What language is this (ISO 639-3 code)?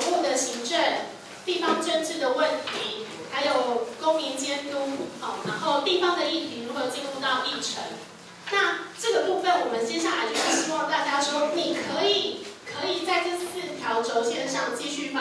zho